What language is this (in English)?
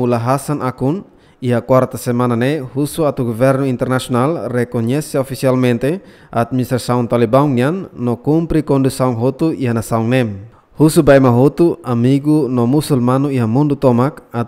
Tetum